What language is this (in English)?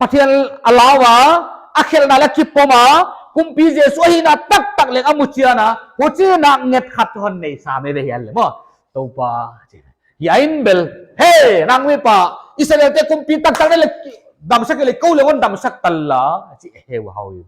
Paite Chin